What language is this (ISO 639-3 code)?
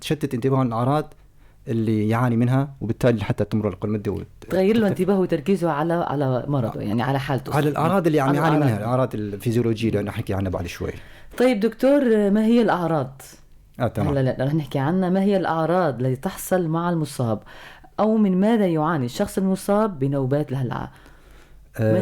apc